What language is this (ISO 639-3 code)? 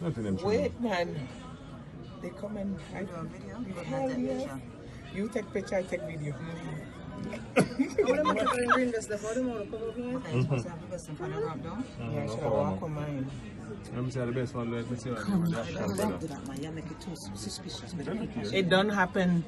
jam